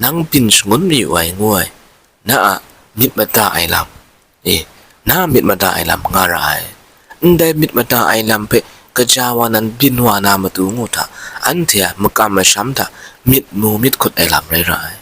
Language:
Kachin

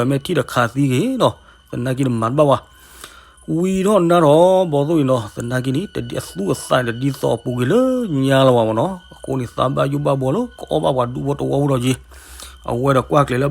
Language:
S'gaw Karen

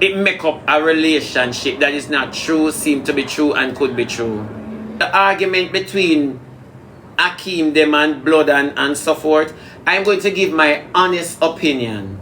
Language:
Jamaican Creole English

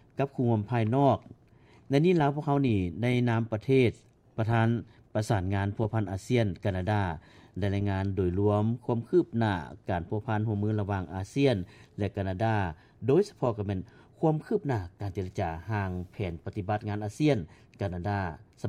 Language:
Lao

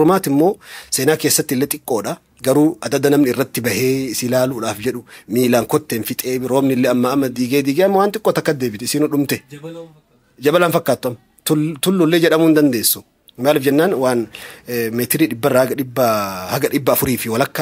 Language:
Oromo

